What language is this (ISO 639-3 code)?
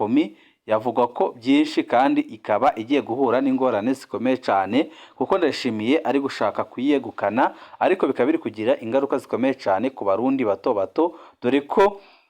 run